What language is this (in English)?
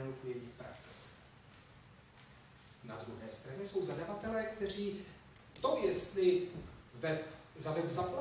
Czech